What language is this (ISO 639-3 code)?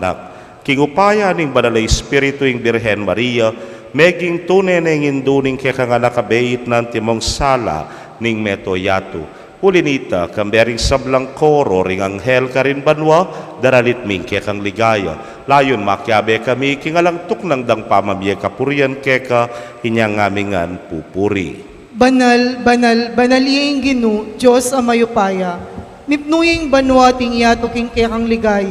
pam